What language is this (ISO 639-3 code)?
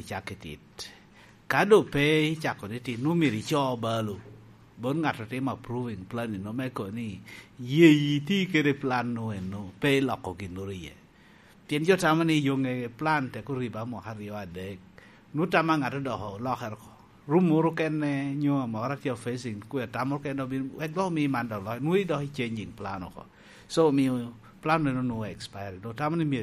laj